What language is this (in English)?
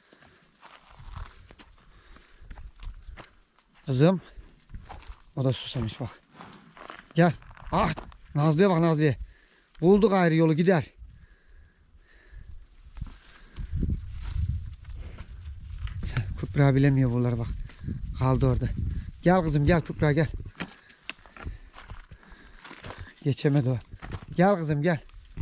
Turkish